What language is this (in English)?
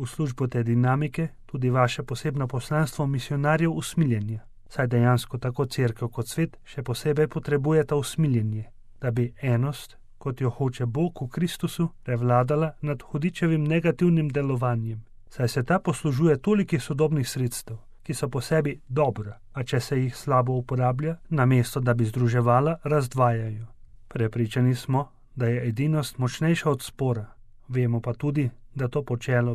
Slovenian